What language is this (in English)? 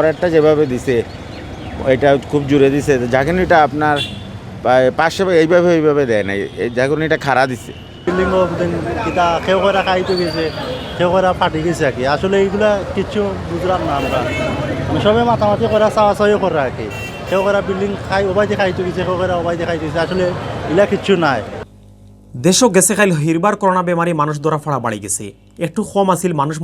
Sylheti